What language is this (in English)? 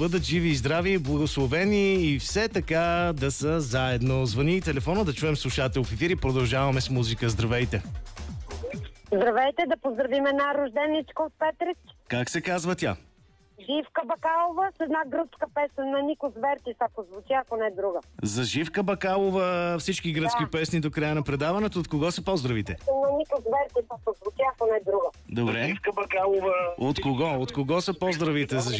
Bulgarian